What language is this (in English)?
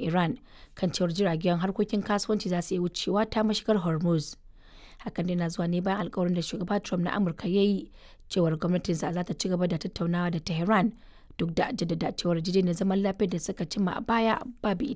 Hausa